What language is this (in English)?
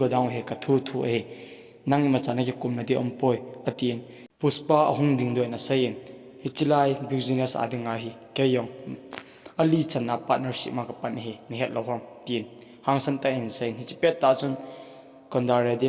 Thado Chin